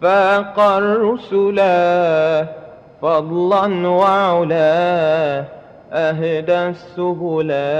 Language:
Madurese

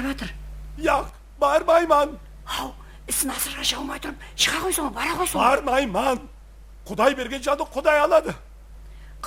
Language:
Kara-Kalpak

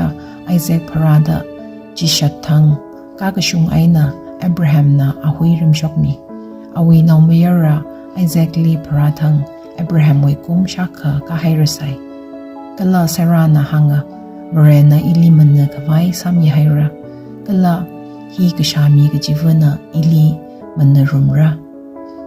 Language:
Tangkhul Naga (India)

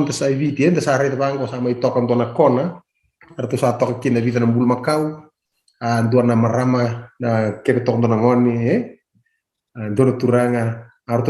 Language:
Fijian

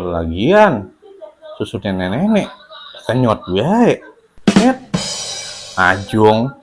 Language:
Betawi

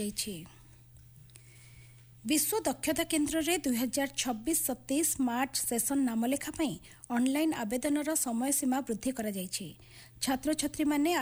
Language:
Odia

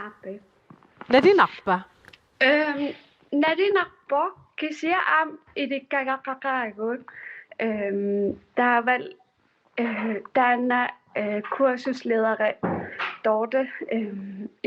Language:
Kalaallisut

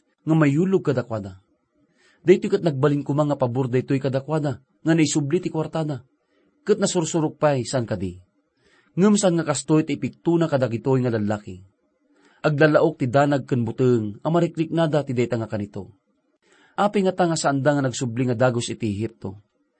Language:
Iloko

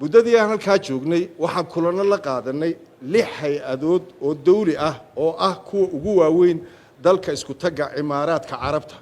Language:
Somali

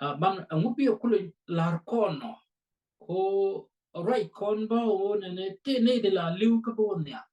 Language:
Nuer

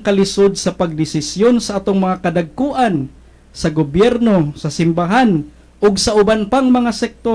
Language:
Cebuano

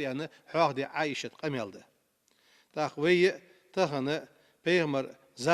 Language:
Ingush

